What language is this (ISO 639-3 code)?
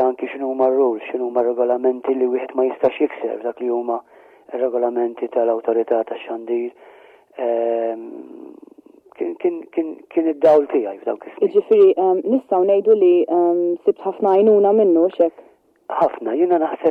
mlt